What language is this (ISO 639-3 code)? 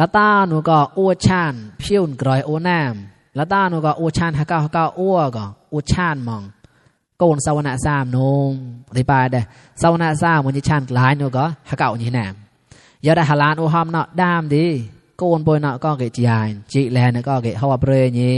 mnw